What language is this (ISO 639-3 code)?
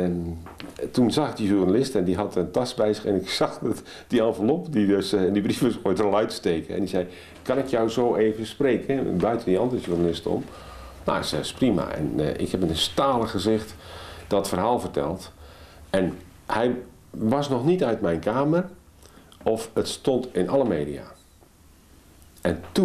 nld